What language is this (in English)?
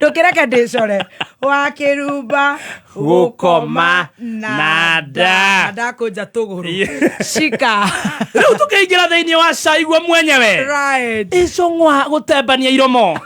Kikuyu